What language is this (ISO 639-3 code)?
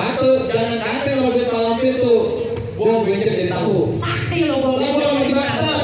bew